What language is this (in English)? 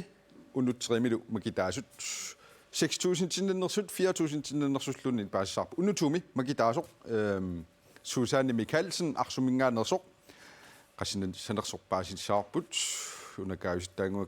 Kalaallisut